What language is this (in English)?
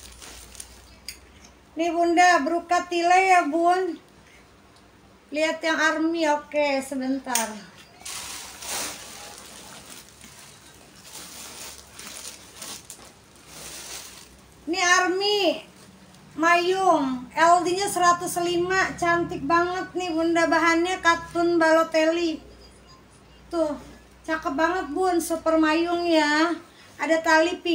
Indonesian